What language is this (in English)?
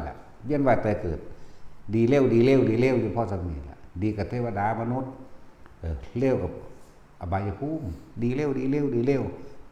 Northeastern Thai